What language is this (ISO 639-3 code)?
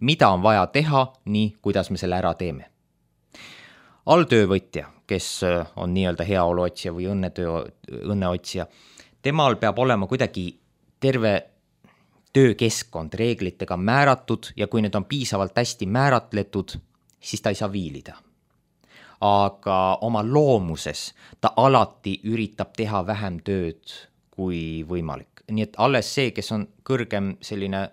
est